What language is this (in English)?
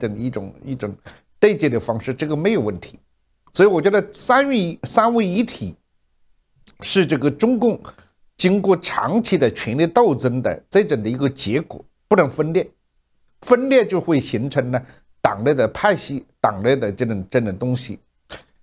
Chinese